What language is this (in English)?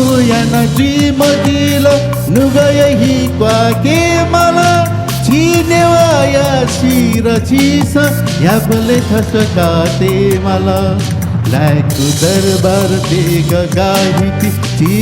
Newari